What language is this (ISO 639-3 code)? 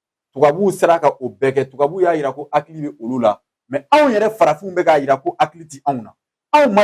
bam